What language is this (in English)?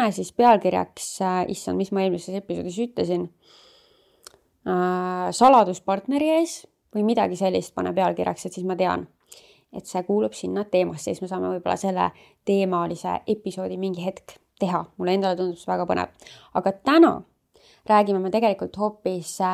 Estonian